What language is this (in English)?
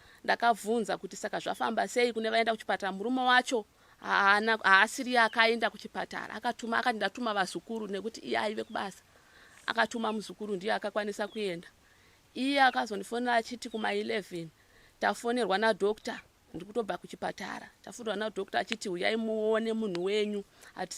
Shona